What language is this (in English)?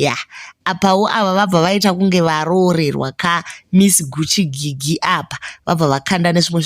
Shona